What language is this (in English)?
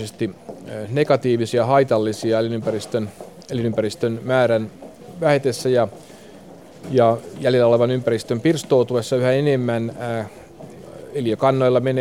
Finnish